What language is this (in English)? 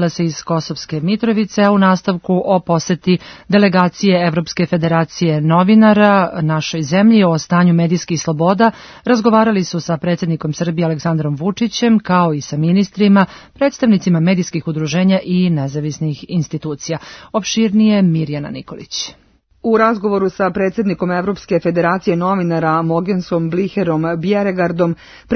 Serbian